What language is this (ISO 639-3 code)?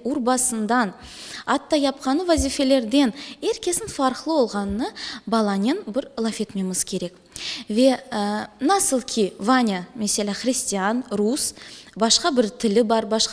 crh